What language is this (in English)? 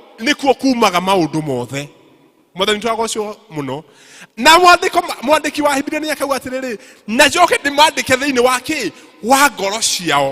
Kikuyu